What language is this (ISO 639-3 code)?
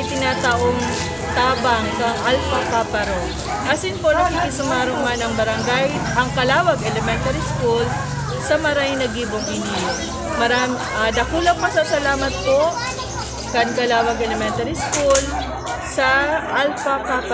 bik